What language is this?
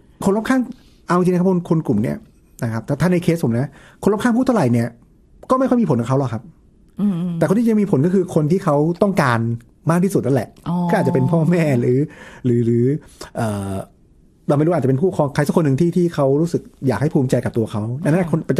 Thai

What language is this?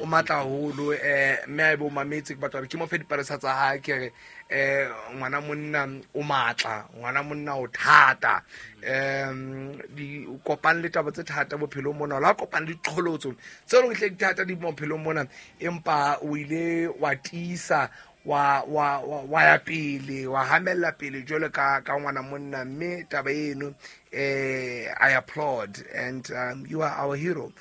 Southern Sotho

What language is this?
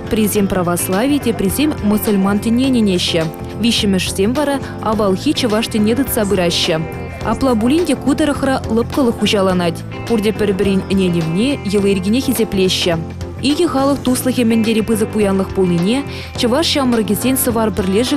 Chuvash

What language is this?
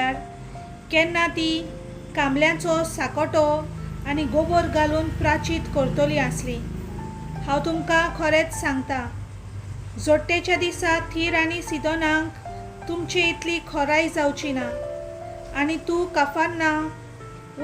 Konkani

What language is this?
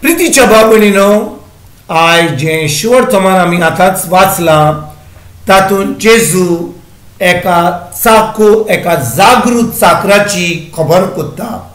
Konkani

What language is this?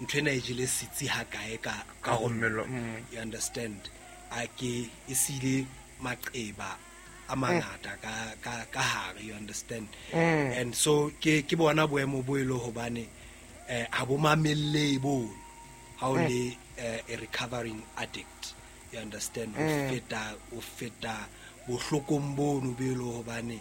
Southern Sotho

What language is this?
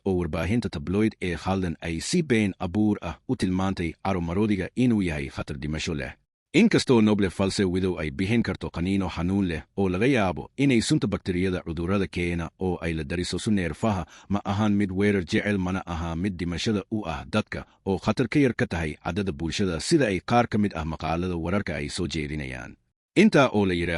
Somali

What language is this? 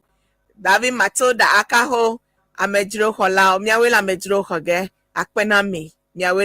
Ewe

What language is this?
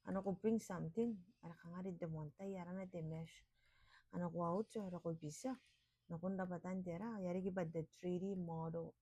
Gilbertese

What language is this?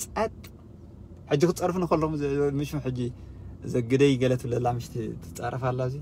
Tigrinya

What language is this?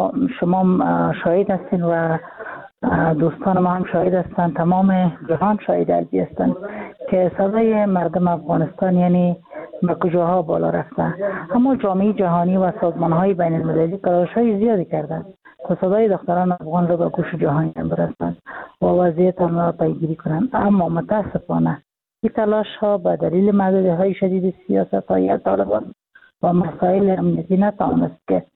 Persian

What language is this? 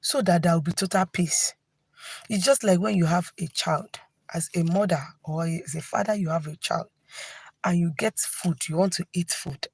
Igbo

